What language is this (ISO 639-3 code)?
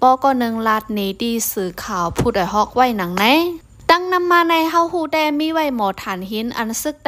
shn